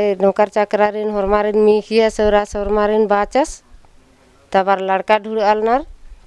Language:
Kurukh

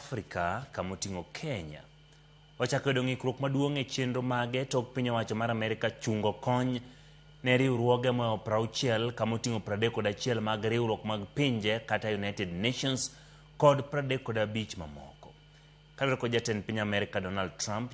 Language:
Luo (Kenya and Tanzania)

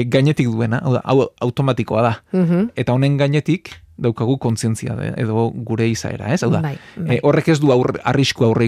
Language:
Basque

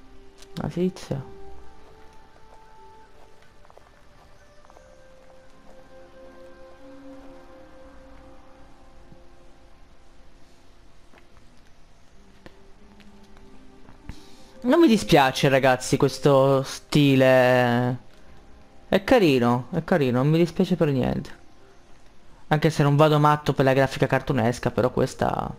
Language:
Italian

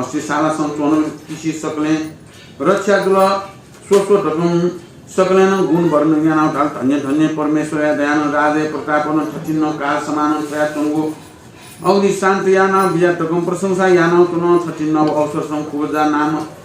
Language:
Newari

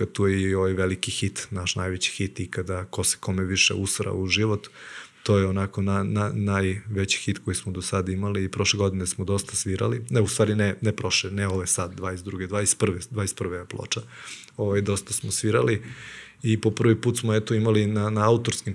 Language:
Serbian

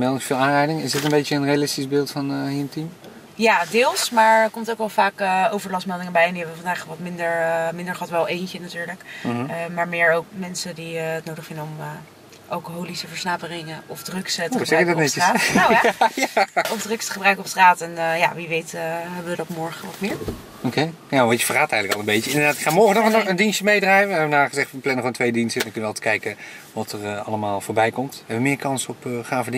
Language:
Dutch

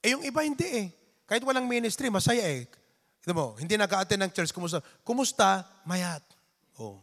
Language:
Iloko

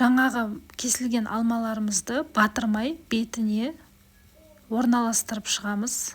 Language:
Kazakh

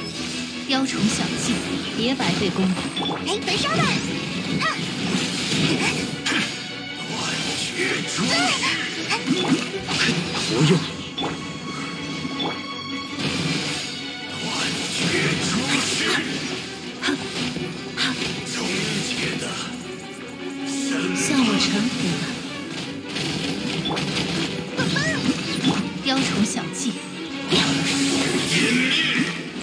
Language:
Chinese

